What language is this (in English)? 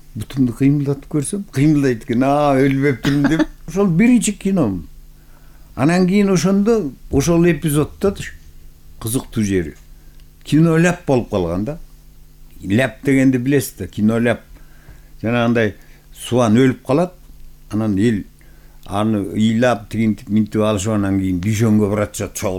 Kyrgyz